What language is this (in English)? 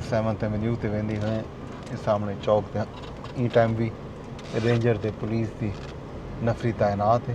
Saraiki